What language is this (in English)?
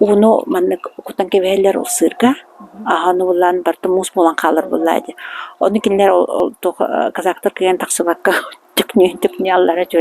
Yakut